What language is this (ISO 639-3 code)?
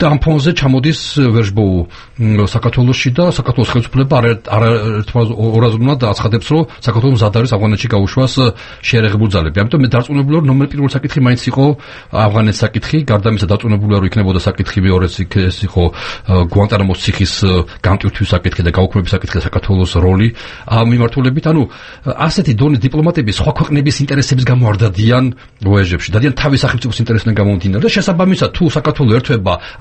kat